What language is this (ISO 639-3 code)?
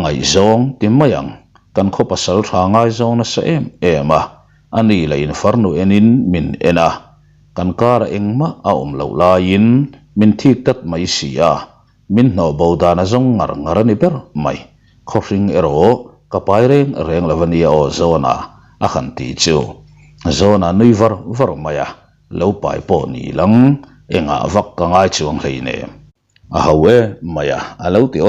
lus